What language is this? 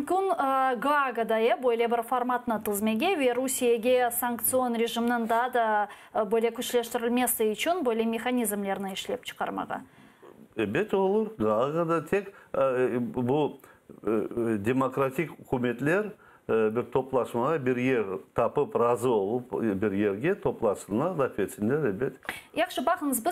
Crimean Tatar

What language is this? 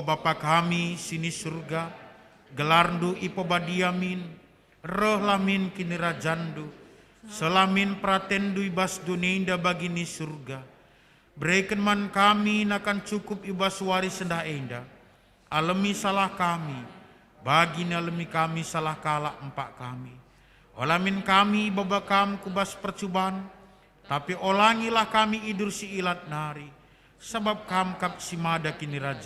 Batak Karo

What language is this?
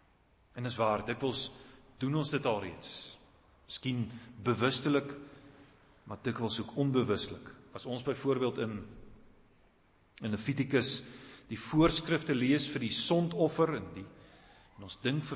Afrikaans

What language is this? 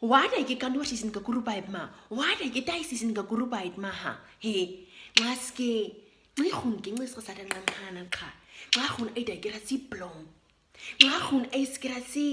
Nama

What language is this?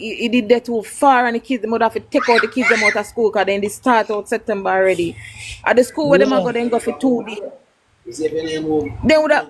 Jamaican Creole English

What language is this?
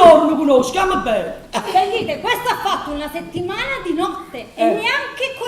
Neapolitan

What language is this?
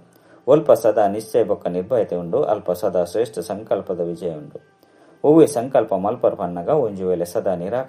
Tulu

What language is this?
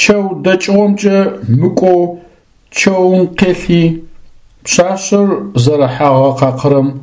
Adyghe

